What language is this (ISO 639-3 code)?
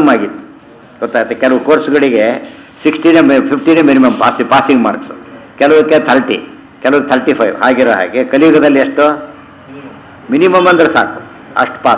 kan